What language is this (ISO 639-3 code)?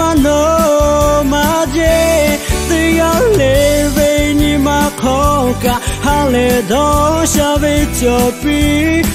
lhu